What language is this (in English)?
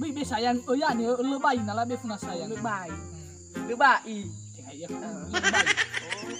Nias